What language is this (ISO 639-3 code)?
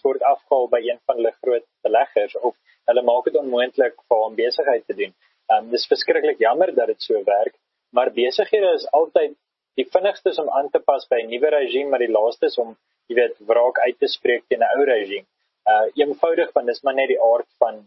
afr